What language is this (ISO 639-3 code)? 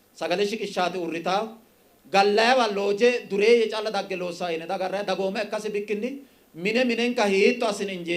sid